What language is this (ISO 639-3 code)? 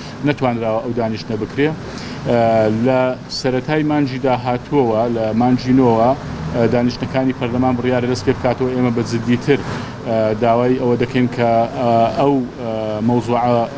ckb